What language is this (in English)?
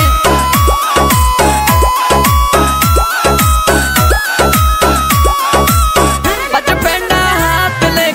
Bhojpuri